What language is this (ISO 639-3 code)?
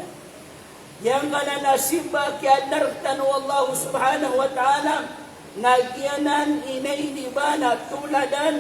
mrw